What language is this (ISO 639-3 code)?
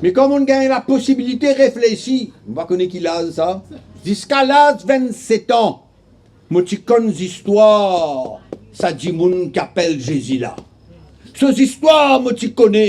mfe